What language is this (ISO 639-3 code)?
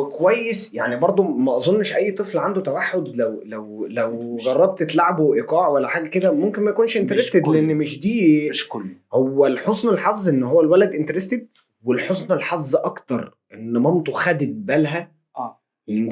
arz